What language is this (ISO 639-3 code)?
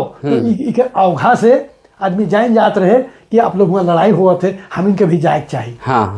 sck